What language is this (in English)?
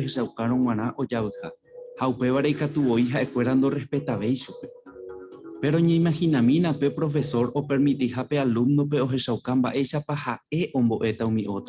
Guarani